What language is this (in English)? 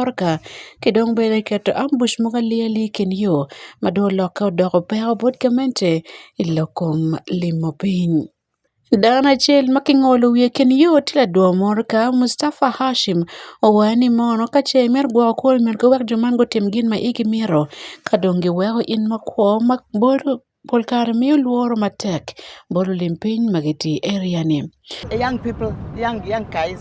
Acoli